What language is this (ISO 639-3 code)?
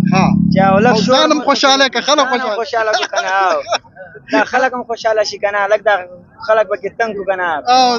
pus